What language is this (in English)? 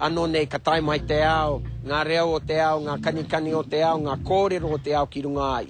Māori